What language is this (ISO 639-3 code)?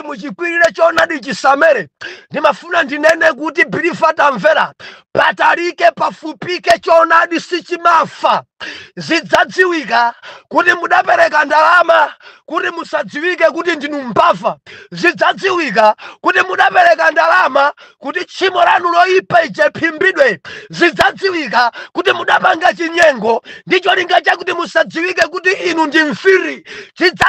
nya